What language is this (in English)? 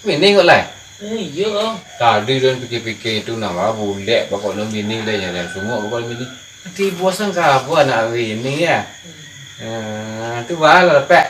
Minangkabau